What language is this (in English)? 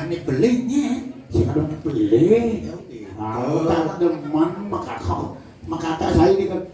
Balinese